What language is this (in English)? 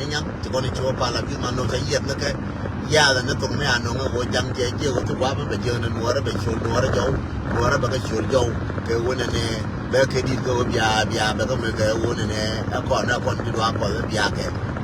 Nuer